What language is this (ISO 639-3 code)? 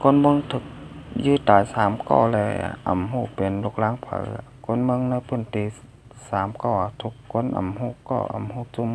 shn